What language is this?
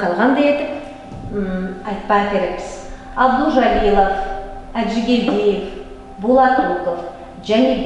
Nogai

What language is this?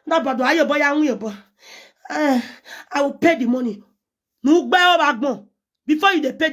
Nigerian Pidgin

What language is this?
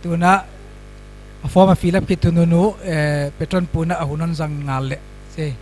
Paite Chin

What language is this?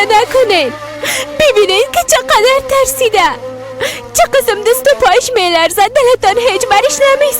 Persian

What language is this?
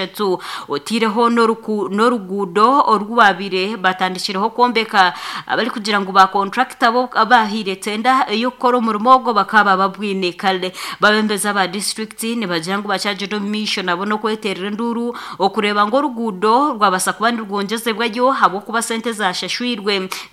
Nyankole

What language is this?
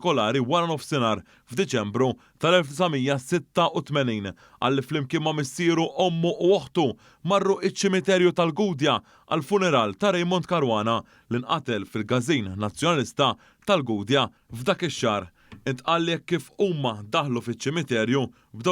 Maltese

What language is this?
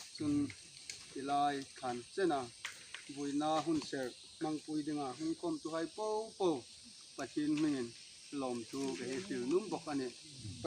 Hmar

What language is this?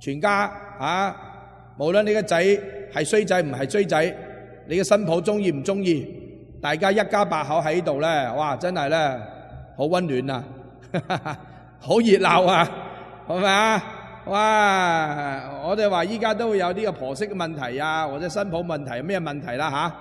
Cantonese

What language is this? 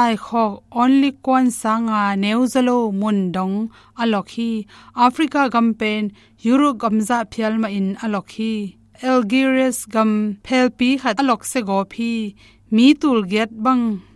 Tedim Chin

